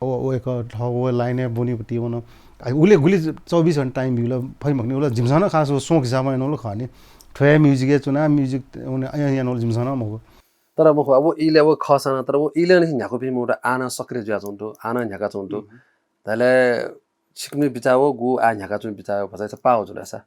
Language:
Newari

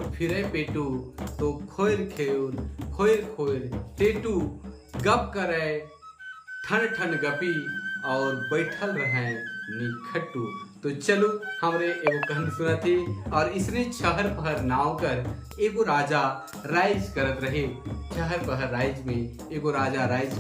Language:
Sadri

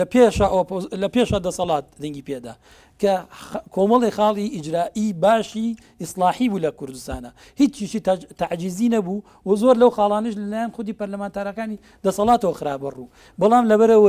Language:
Central Kurdish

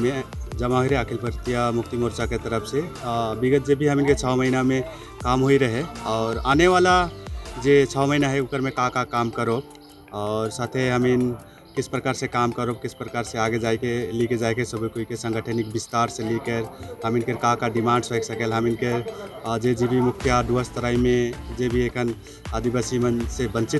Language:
Sadri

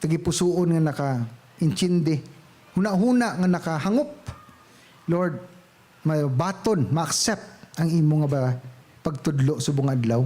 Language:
Hiligaynon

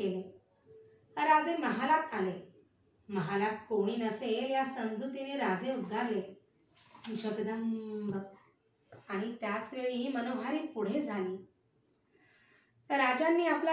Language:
Marathi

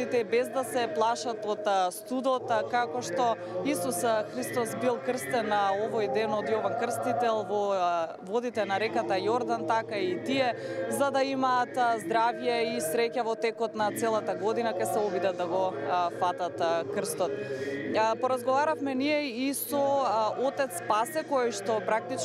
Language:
Macedonian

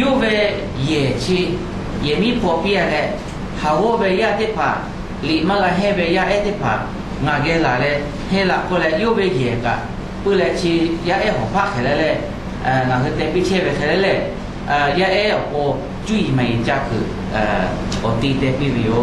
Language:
Lahu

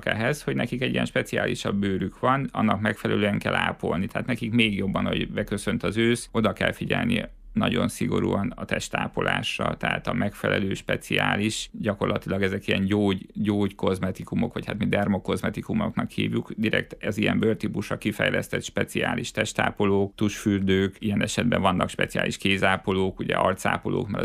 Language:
Hungarian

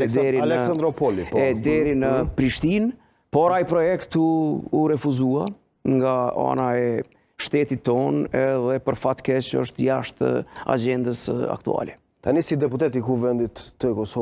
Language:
Albanian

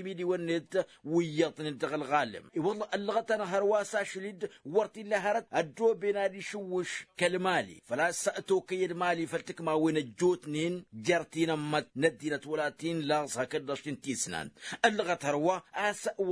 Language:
Tamasheq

